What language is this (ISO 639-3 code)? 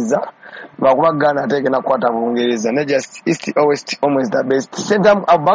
lug